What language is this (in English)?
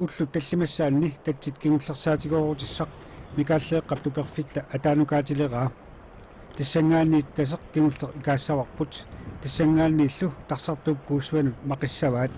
Kalaallisut